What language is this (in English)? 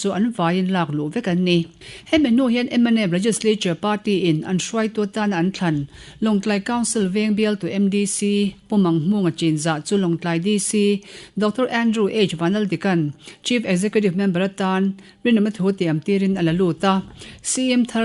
Mizo